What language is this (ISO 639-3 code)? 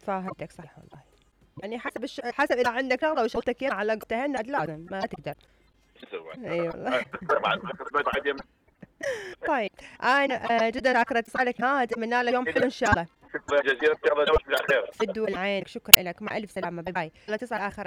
acm